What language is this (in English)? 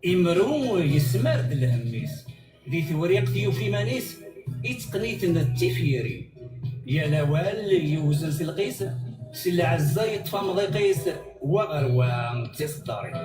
Kabyle